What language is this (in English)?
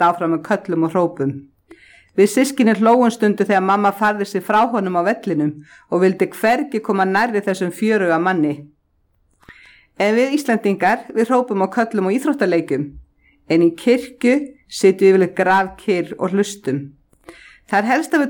Icelandic